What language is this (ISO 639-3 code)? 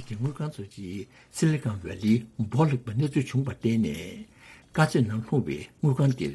bod